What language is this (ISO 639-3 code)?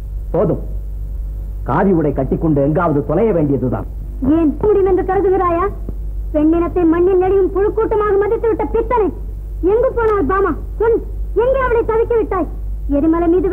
tam